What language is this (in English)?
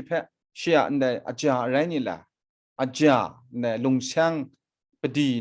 Kachin